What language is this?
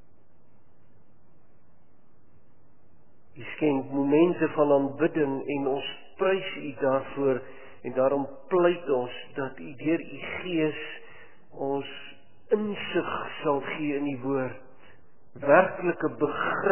Afrikaans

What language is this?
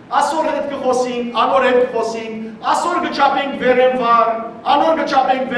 Western Armenian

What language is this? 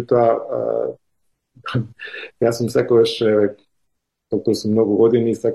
Macedonian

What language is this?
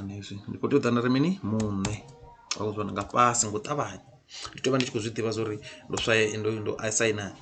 Venda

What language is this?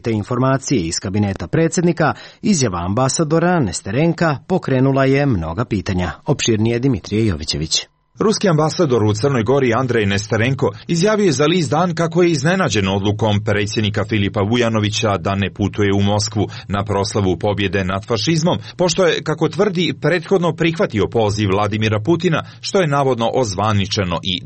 Serbian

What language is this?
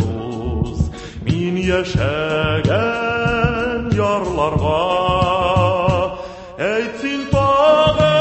Tatar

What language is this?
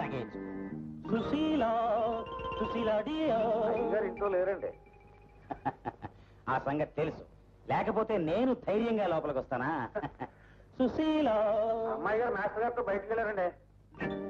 Telugu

